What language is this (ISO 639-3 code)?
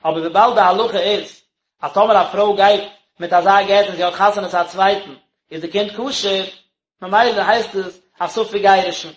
yid